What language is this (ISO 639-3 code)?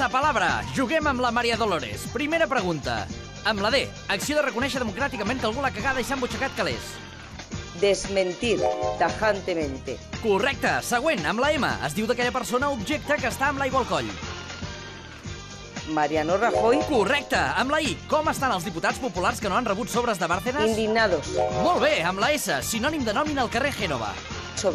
cat